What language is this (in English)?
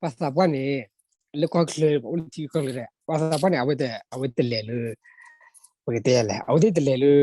S'gaw Karen